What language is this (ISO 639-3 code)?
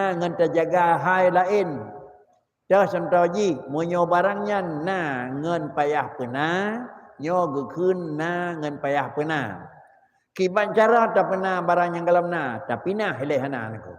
ace